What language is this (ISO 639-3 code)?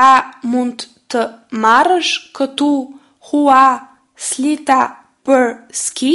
sqi